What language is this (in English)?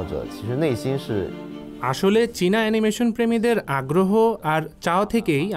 Bangla